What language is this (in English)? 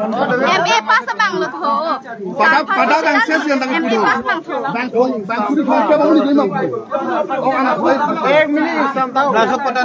Karbi